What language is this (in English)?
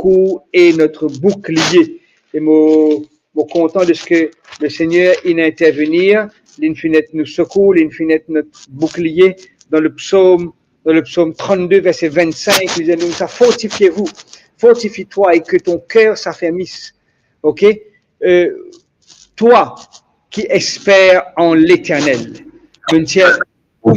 Morisyen